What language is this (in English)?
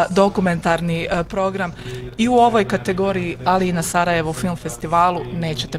Bosnian